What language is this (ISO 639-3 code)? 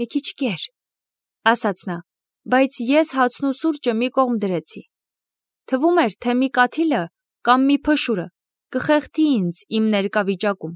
hye